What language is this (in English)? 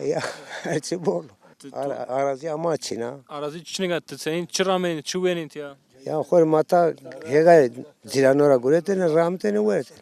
Zaza